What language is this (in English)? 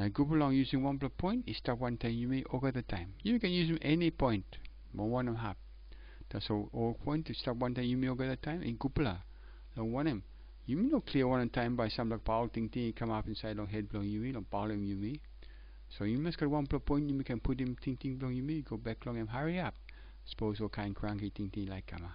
Tok Pisin